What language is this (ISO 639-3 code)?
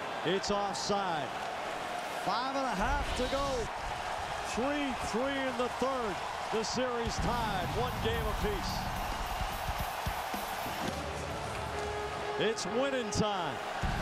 eng